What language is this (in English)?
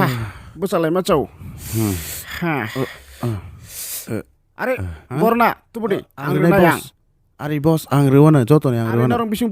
Kok Borok